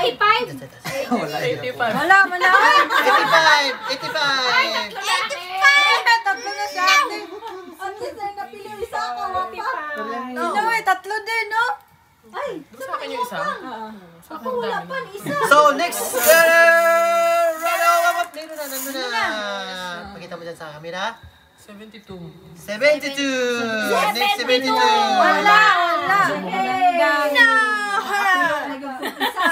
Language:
Filipino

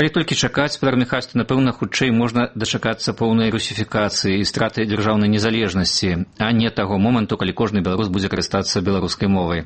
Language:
Belarusian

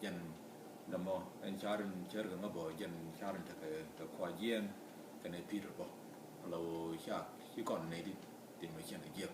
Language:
Nuer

